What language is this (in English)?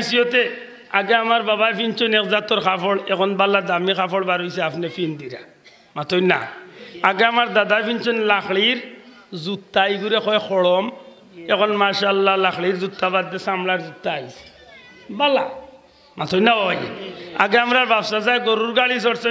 Sylheti